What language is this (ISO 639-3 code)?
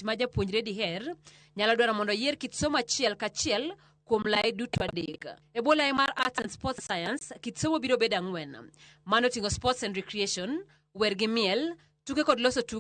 luo